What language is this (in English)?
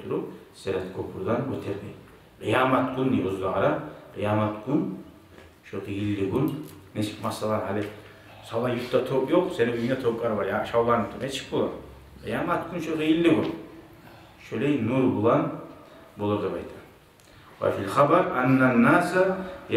Kumyk